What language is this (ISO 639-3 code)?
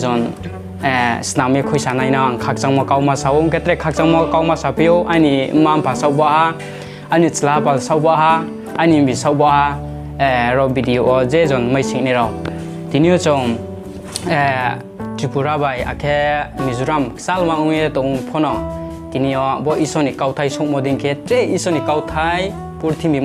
ria